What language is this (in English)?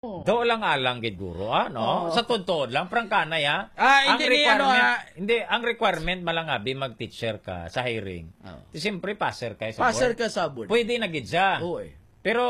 Hiligaynon